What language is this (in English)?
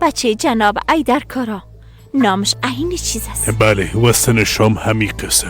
Persian